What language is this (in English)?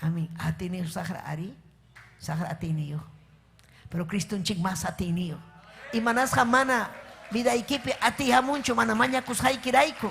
Ayacucho Quechua